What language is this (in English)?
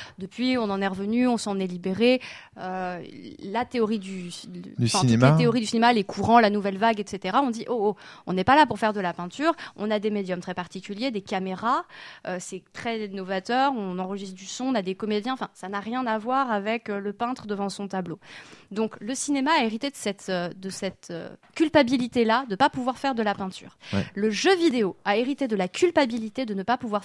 French